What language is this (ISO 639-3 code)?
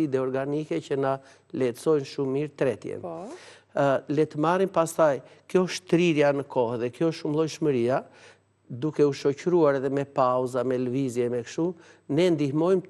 sqi